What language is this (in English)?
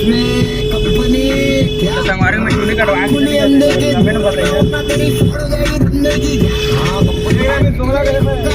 Chhattisgarhi